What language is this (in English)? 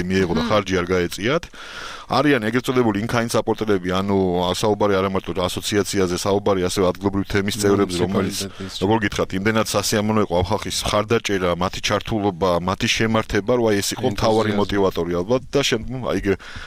Georgian